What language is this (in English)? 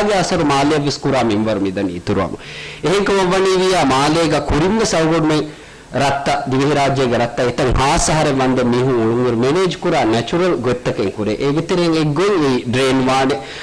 Divehi